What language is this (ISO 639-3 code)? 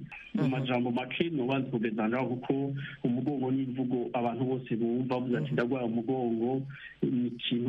kin